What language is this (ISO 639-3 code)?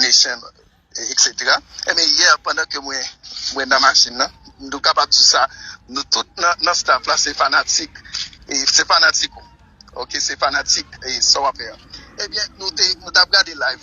hat